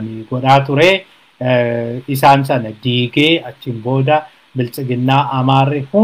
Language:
Oromo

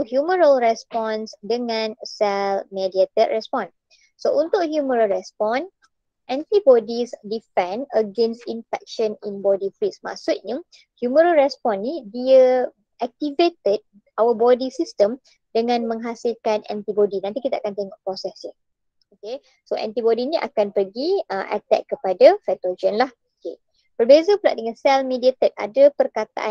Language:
Malay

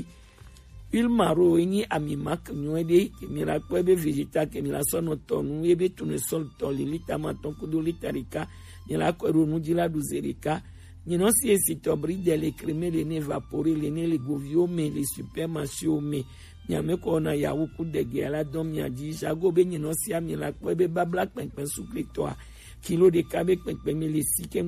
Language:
Gen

